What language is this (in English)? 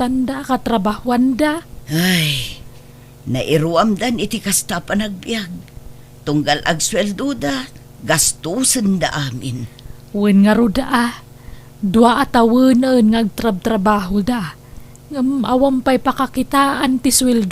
Iloko